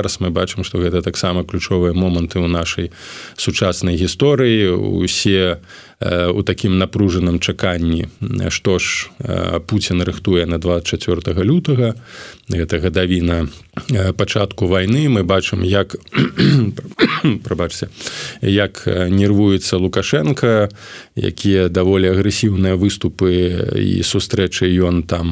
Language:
Belarusian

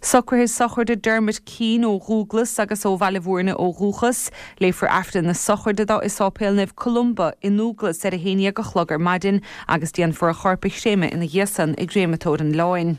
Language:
Irish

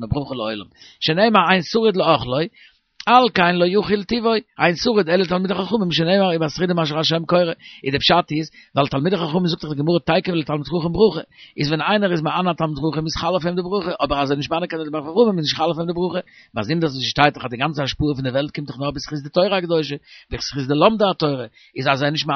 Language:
Yiddish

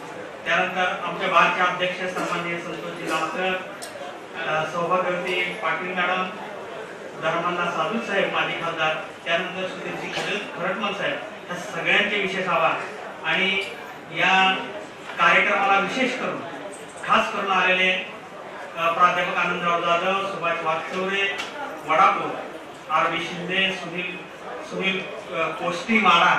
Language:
Marathi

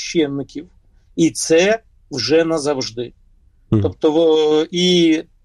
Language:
Ukrainian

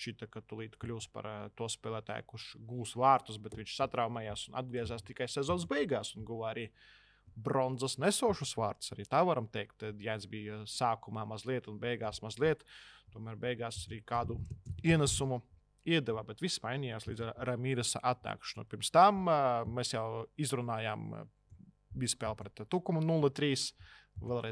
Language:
Latvian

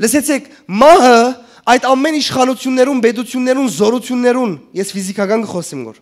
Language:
Western Armenian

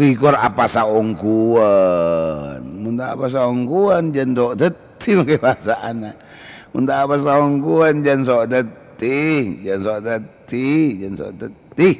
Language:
Madurese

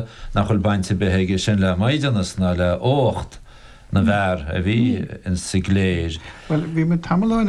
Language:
Irish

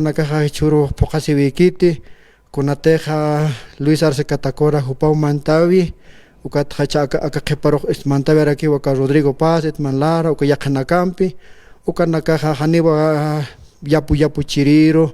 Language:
Aymara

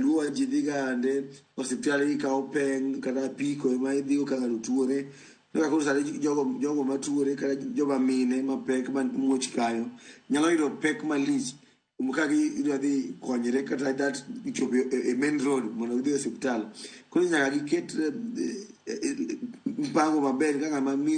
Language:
Luo (Kenya and Tanzania)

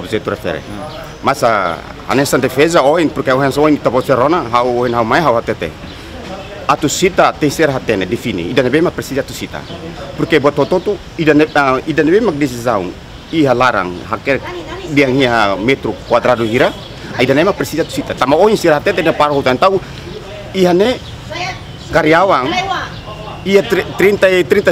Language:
Tetum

